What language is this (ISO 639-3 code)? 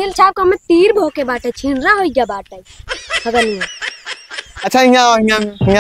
awa